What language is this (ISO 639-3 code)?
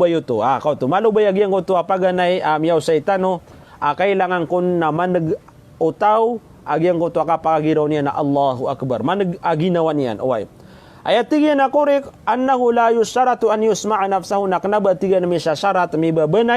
mrw